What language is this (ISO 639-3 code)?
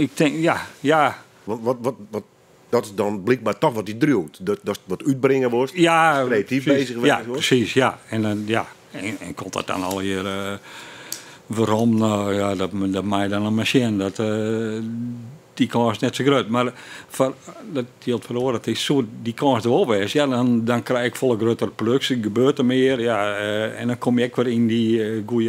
fry